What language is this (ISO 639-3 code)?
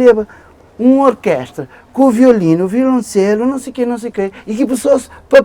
kea